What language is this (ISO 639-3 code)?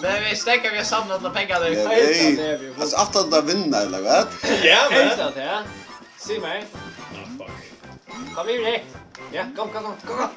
fao